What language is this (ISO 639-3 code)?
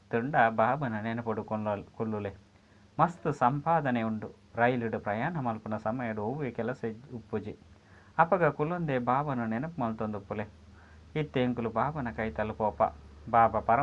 tcy